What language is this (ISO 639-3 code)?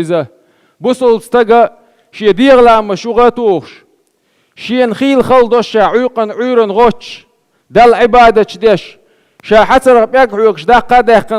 che